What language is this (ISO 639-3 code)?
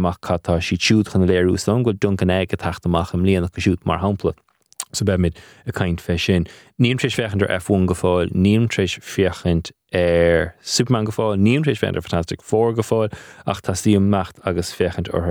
gle